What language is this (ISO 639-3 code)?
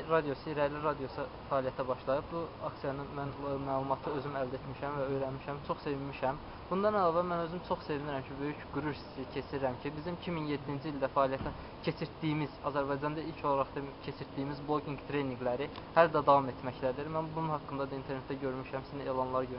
aze